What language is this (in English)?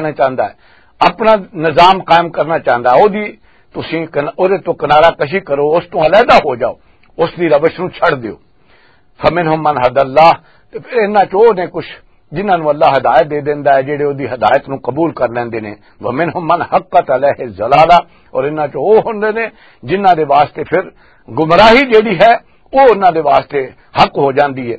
Western Panjabi